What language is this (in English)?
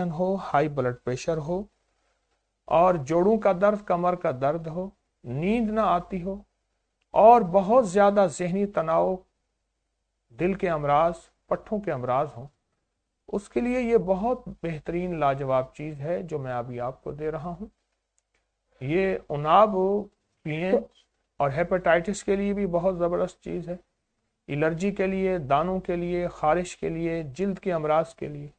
Urdu